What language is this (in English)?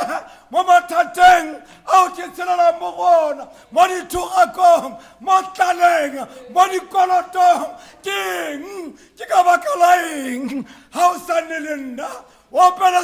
Tswana